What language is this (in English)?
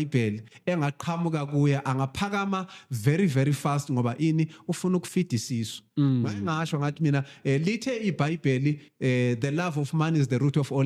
Zulu